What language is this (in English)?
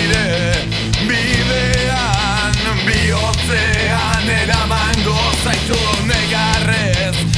Basque